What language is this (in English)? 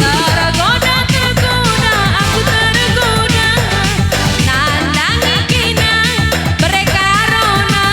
Batak Karo